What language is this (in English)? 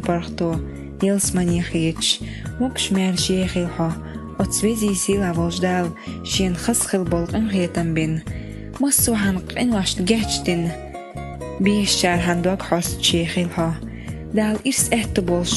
Chechen